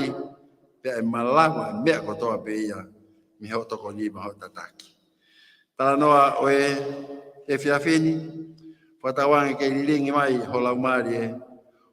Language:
Tongan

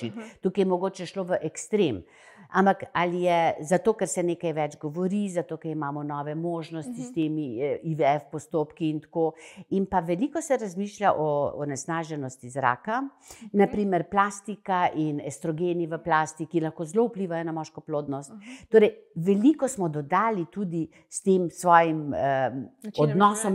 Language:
Slovenian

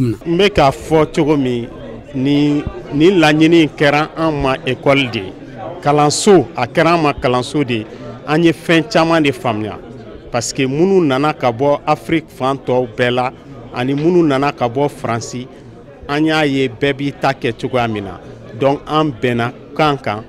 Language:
Bambara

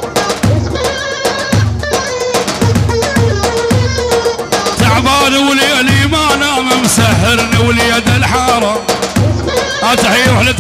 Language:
Arabic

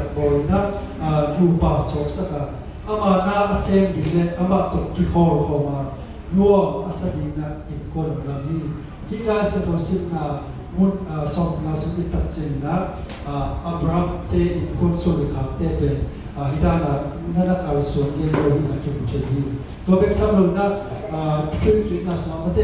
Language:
Tedim Chin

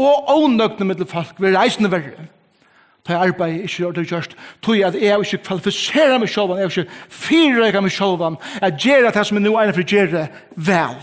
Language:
Faroese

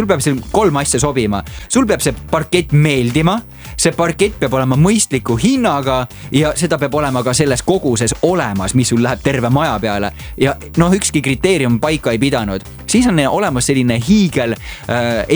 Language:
Estonian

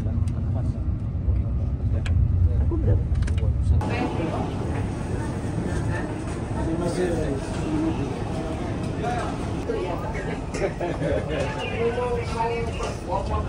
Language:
Indonesian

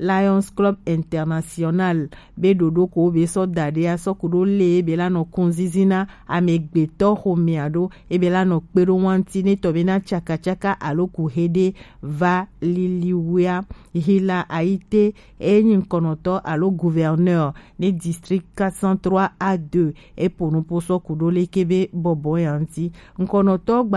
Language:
Gen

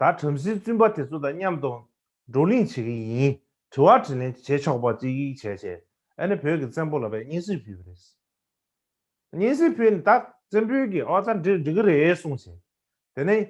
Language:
Tibetan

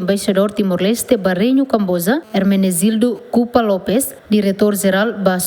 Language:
Tetum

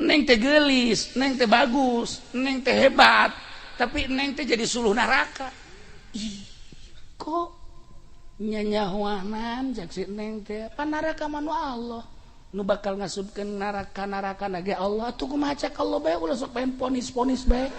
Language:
Sundanese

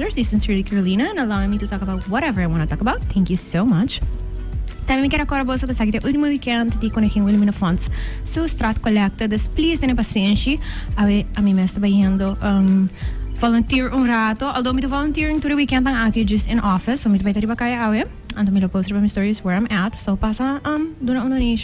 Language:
Papiamento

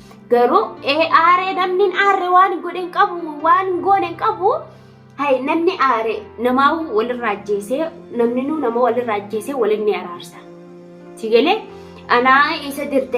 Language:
Oromo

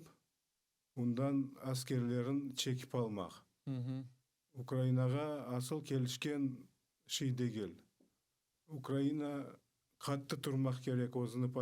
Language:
Crimean Tatar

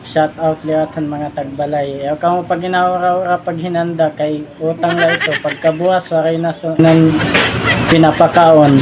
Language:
Waray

